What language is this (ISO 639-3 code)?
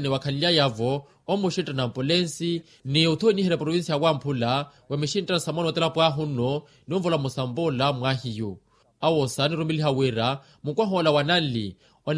vmw